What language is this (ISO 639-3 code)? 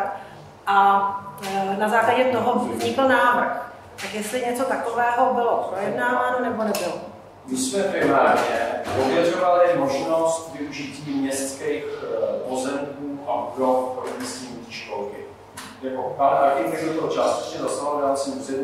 ces